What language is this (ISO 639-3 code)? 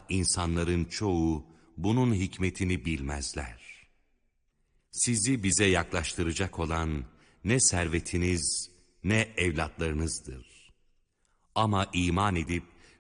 tur